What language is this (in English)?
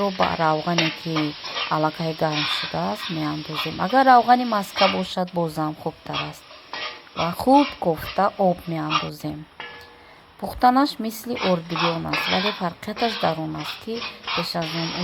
Tajik